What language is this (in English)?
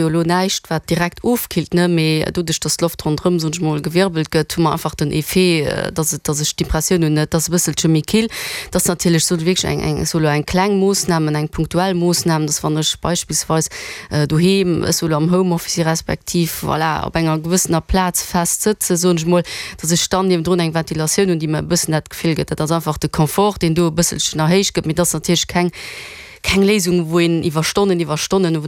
Luxembourgish